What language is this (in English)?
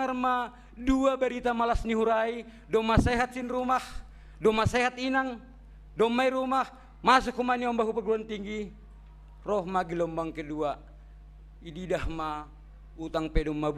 Batak Simalungun